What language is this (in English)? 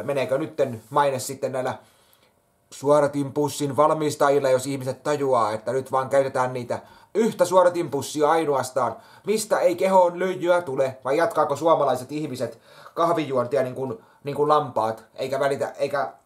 Finnish